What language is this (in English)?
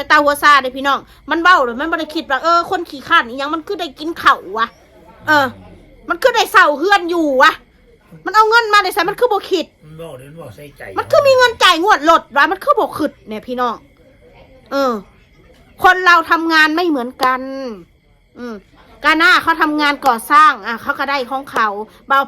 Northeastern Thai